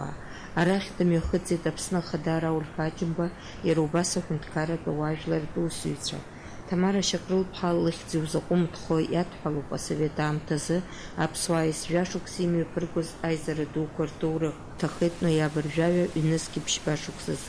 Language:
Abkhazian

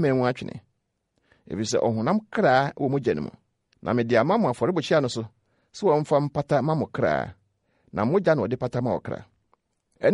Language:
Akan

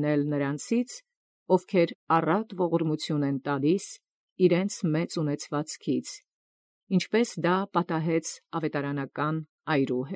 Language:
Armenian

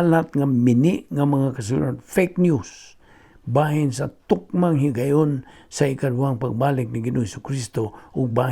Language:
Cebuano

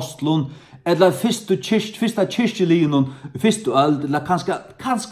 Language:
Faroese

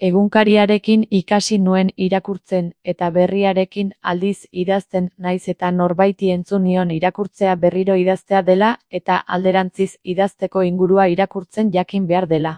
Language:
Basque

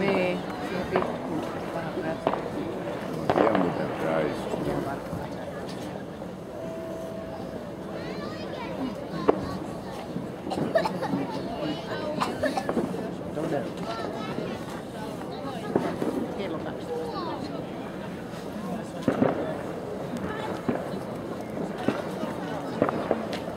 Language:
Finnish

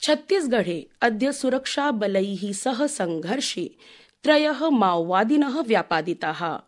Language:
Sanskrit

